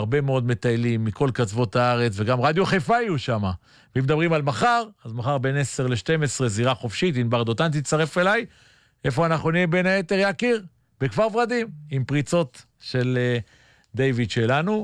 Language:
Hebrew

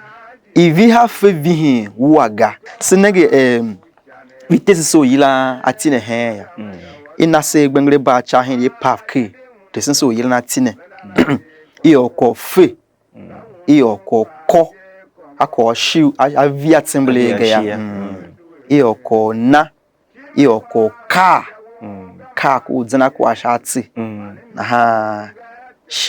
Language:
Tiv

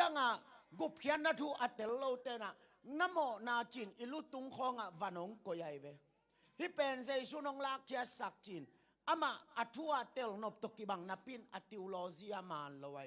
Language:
Tedim Chin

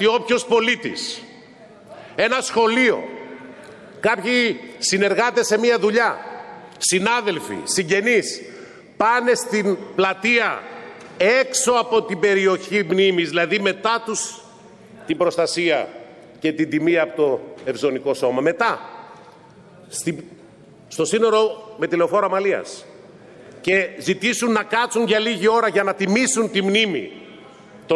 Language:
Greek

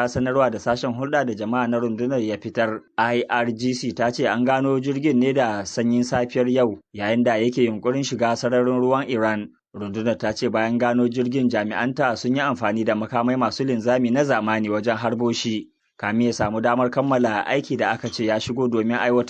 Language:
Hausa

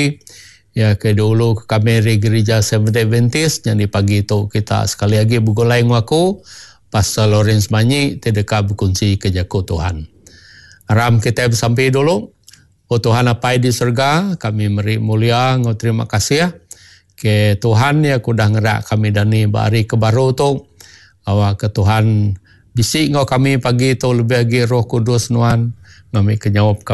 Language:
Iban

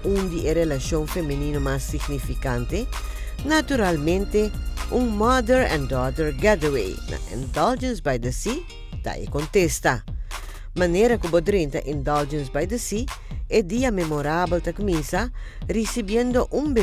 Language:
Papiamento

